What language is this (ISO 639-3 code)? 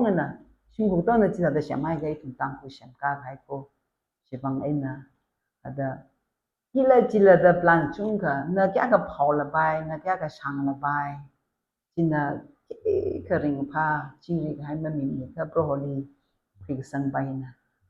nmf